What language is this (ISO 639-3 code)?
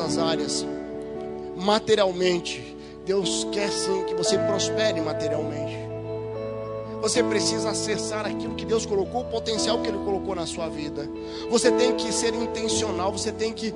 por